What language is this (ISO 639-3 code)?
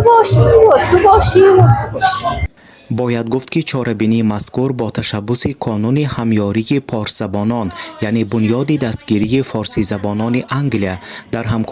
tgk